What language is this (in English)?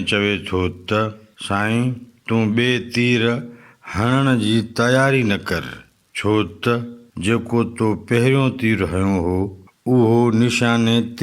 Sindhi